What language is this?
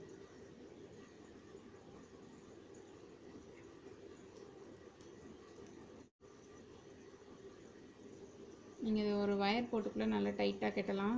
Tamil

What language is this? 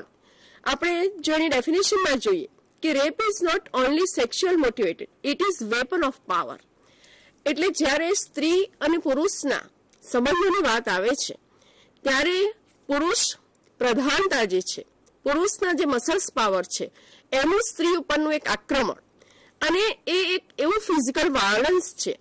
Gujarati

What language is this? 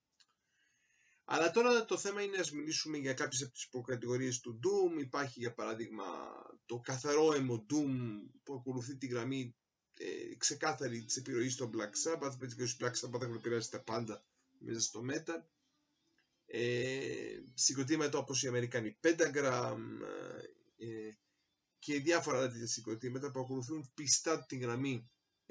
Greek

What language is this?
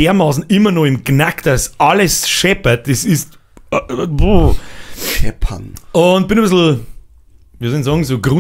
Bavarian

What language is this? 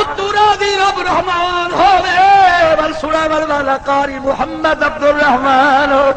Saraiki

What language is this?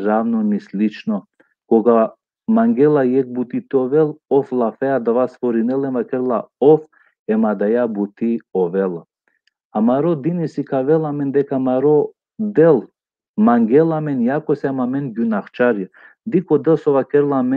Balkan Romani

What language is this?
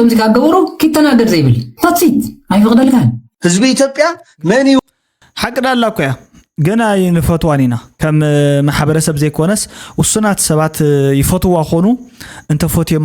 Tigrinya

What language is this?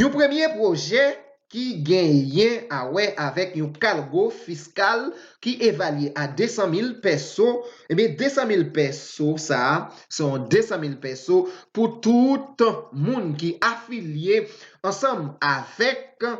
Haitian Creole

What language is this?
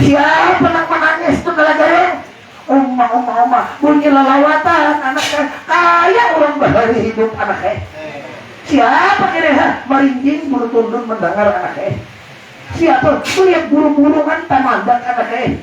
Banjar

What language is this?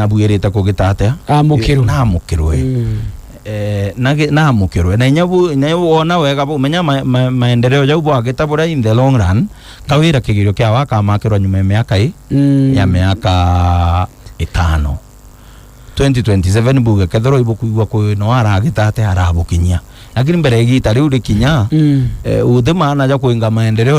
Meru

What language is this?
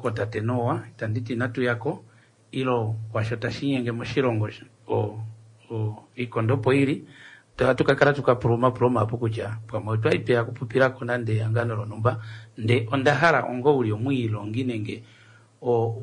Kuanyama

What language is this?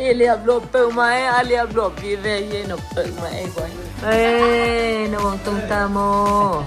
Tedim Chin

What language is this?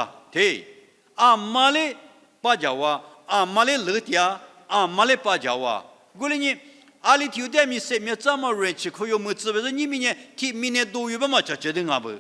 Lisu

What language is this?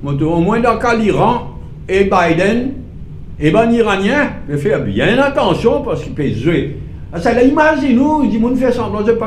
Morisyen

